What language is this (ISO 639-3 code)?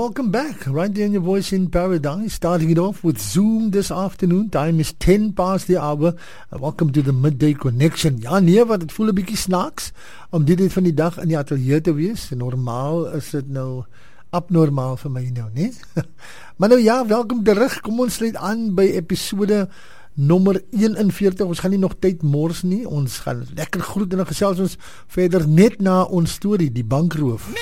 afr